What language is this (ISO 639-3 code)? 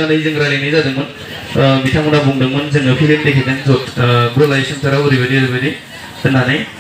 brx